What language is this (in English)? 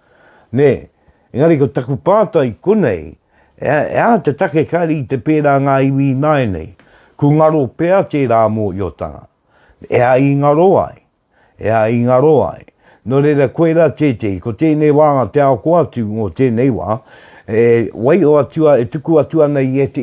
Māori